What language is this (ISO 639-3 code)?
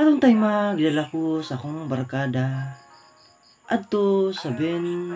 ceb